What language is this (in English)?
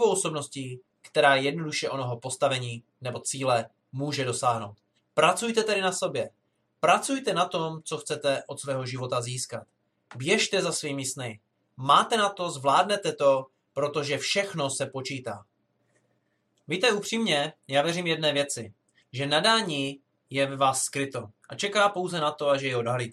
Czech